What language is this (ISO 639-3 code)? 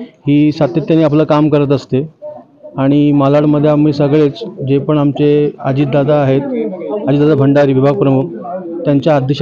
mar